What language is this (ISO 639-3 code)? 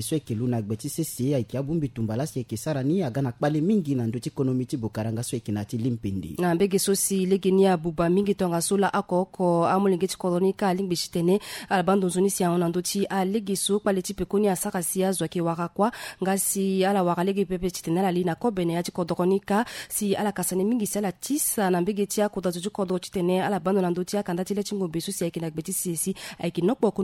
sag